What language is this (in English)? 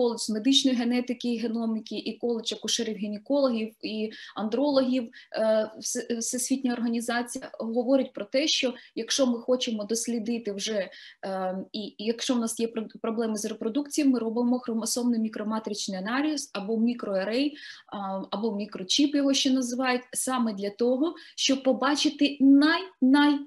Ukrainian